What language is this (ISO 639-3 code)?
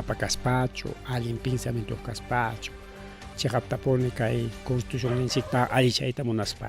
quy